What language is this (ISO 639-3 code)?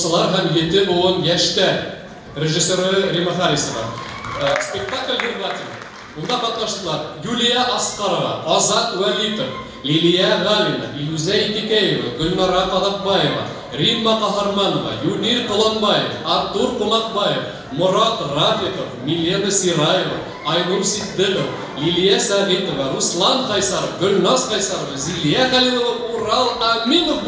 bak